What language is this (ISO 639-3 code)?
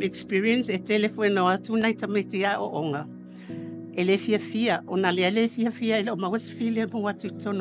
smo